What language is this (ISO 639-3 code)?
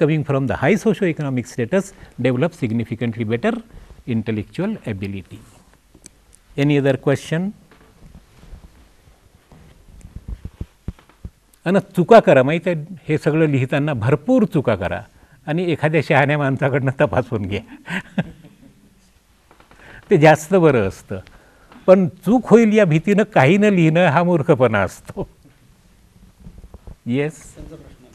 mar